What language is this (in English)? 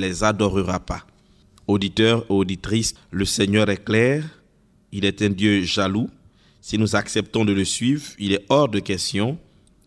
French